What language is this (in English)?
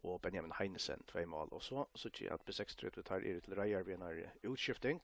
Faroese